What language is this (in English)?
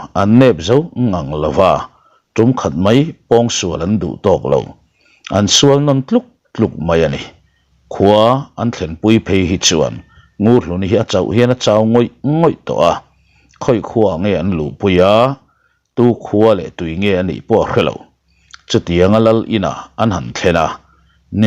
Mizo